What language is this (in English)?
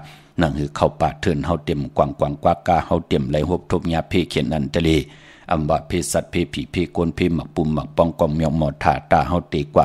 Shan